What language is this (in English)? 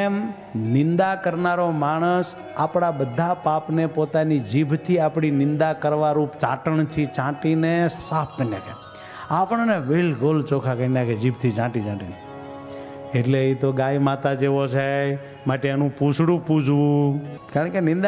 Gujarati